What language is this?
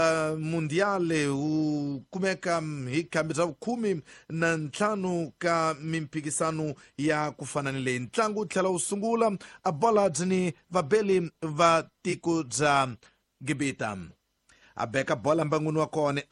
Tsonga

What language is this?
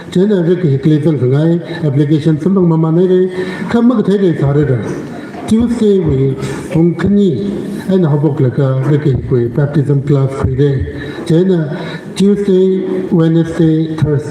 Tangkhul Naga (India)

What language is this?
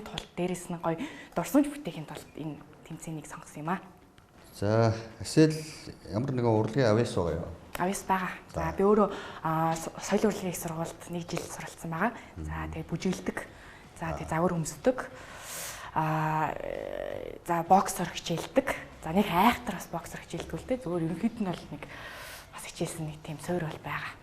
Mongolian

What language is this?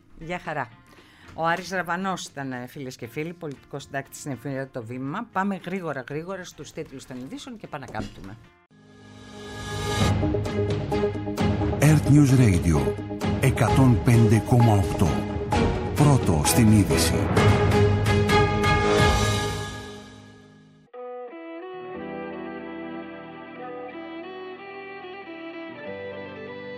Greek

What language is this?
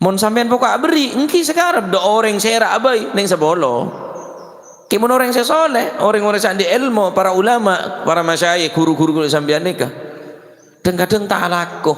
Madurese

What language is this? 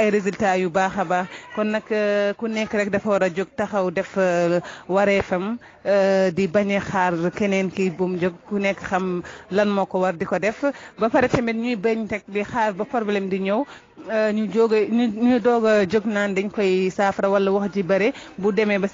Wolof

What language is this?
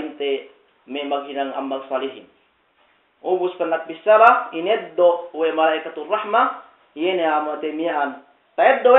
Yakan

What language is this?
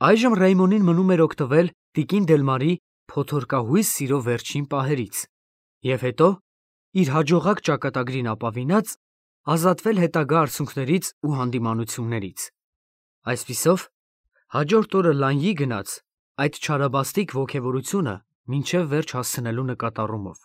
Armenian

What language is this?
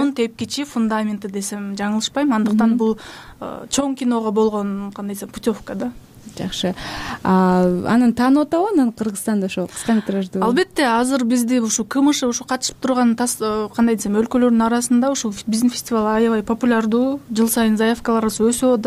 Kyrgyz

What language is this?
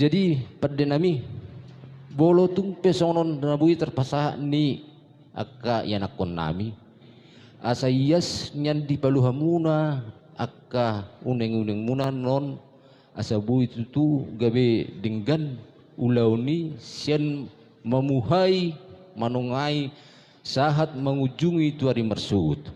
Batak Toba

